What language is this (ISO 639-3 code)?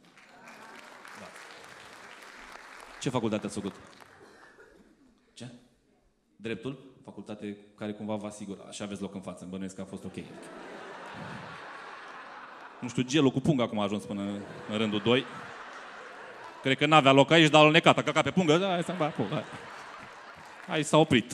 ron